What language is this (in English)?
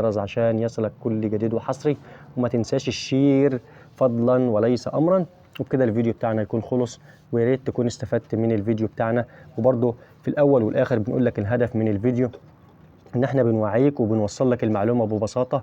Egyptian Arabic